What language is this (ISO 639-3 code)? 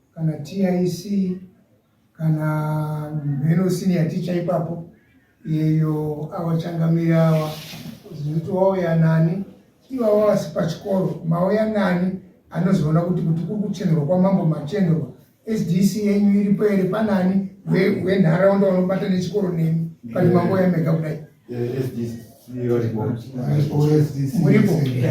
sna